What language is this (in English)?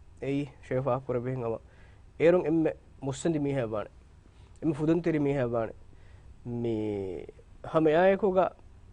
Divehi